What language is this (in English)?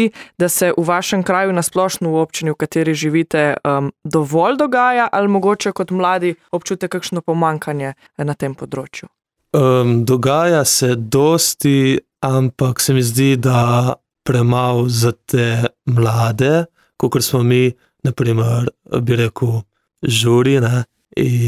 Slovenian